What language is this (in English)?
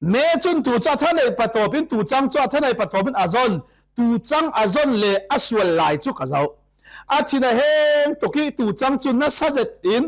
Falam Chin